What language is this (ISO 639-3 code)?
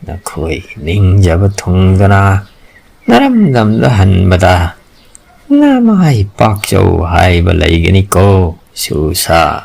mni